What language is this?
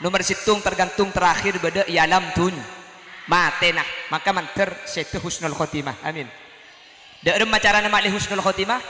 Madurese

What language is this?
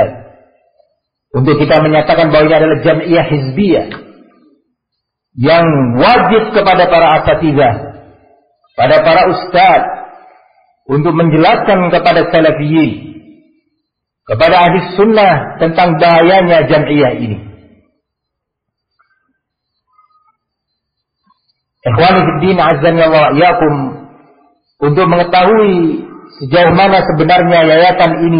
Indonesian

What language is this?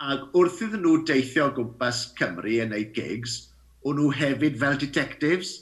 Welsh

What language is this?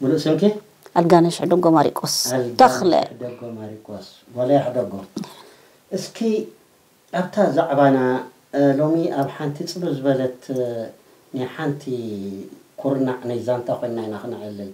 Tigrinya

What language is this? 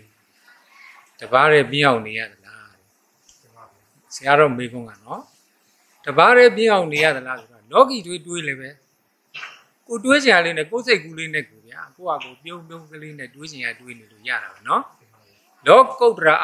Burmese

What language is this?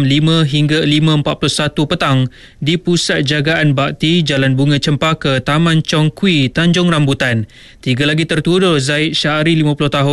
Malay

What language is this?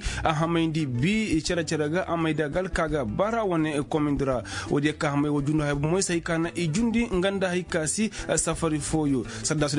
Koyraboro Senni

